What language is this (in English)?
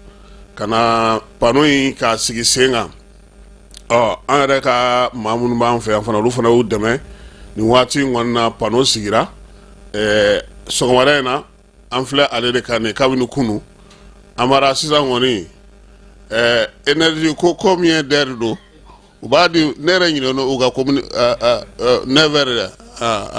Bambara